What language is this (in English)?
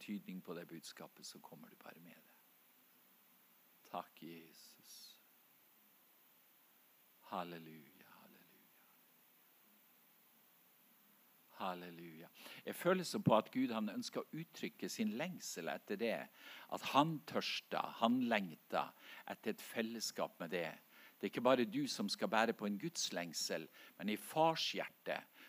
Norwegian